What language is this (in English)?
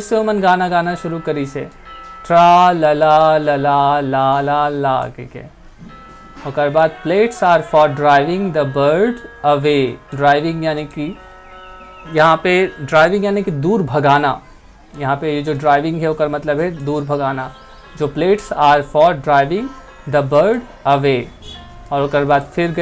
Chhattisgarhi